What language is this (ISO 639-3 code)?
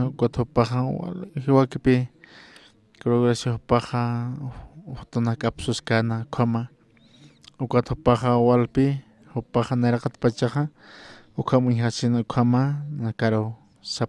aym